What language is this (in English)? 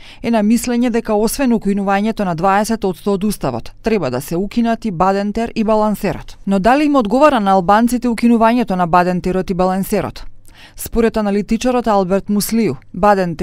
Macedonian